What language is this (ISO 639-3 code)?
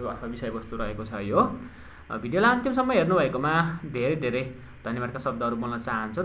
nep